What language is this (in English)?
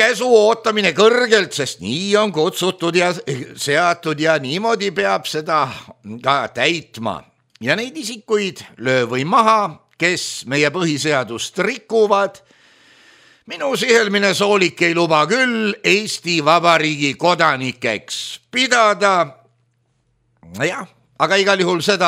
Estonian